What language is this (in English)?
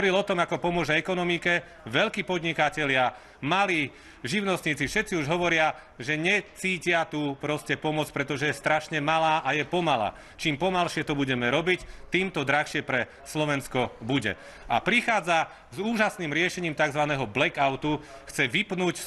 Slovak